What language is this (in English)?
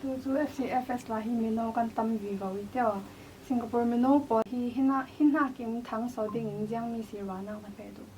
Falam Chin